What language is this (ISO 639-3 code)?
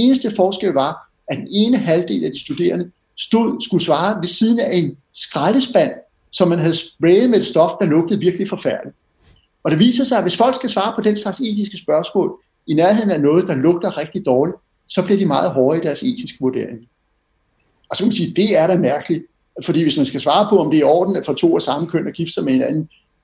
dan